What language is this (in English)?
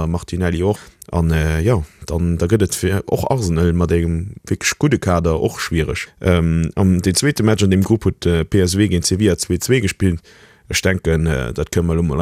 Luxembourgish